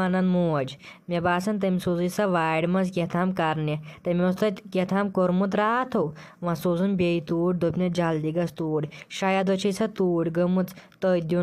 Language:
Kashmiri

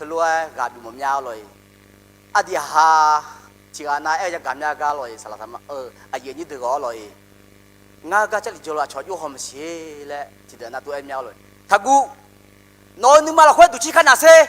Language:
Akha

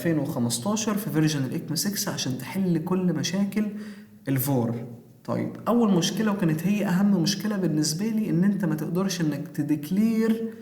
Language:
Egyptian Arabic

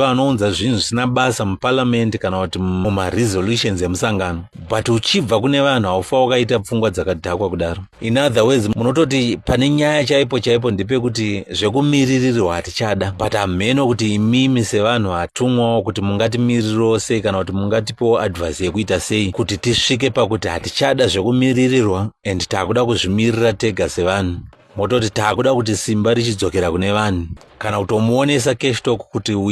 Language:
Shona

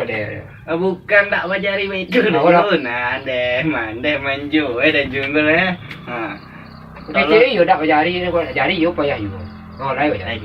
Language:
Minangkabau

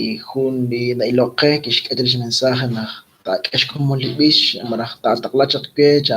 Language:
Kekchí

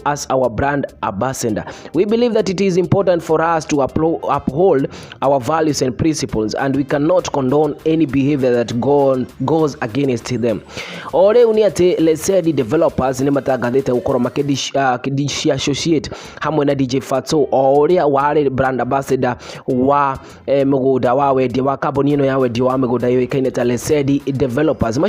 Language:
Kikuyu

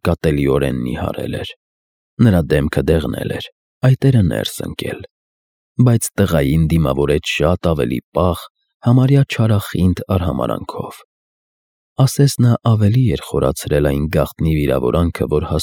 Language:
Armenian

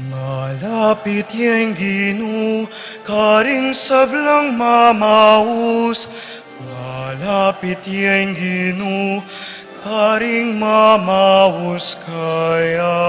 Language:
Pampanga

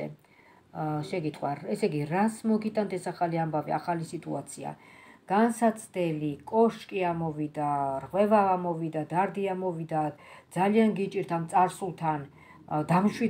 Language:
Georgian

